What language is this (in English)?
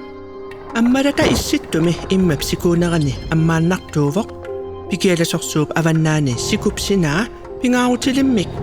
Kalaallisut